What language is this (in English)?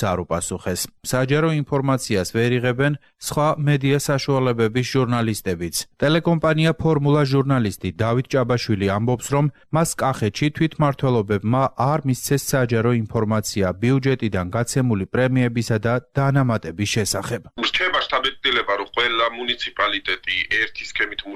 Georgian